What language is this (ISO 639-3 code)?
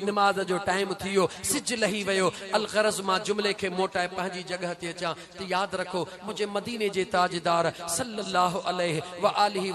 snd